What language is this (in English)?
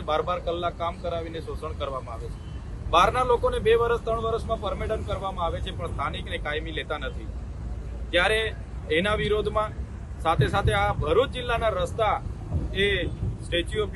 Gujarati